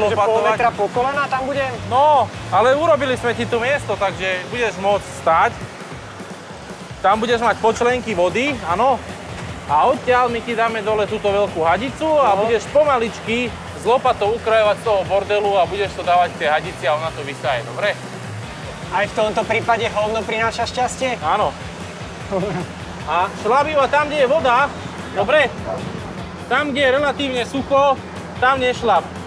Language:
Slovak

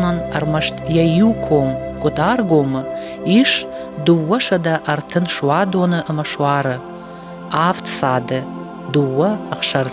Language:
Ossetic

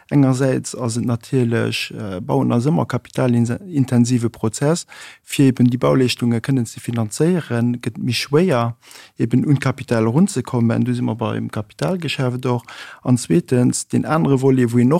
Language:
Luxembourgish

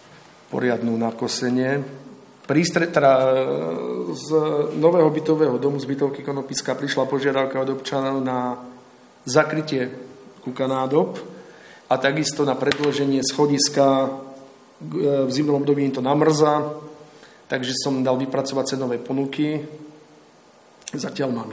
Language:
Slovak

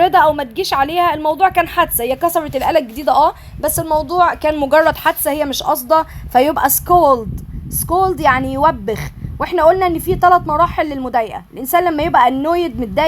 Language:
Egyptian Arabic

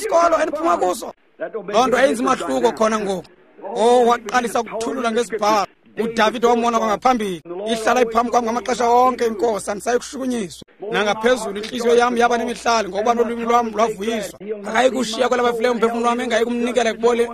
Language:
Xhosa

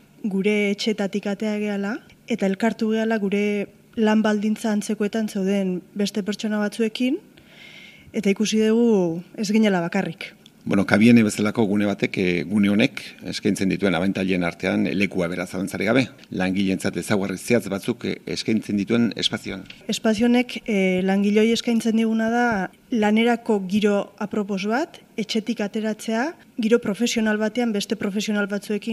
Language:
Basque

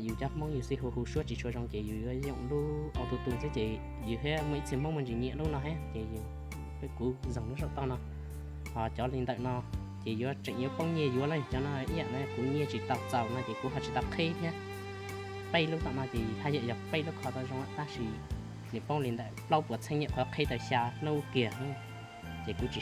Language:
Hmong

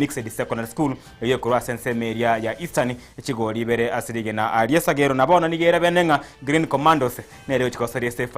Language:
Gusii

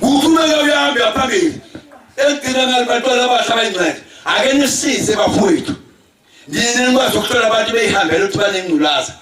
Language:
Zulu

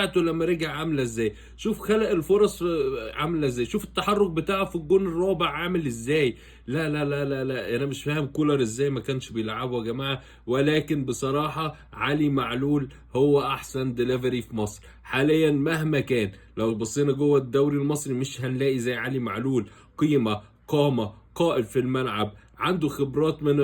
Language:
Egyptian Arabic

